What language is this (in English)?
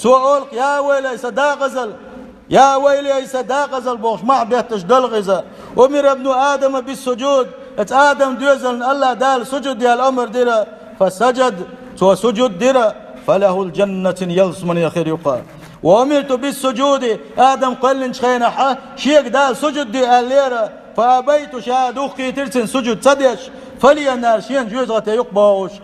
Chechen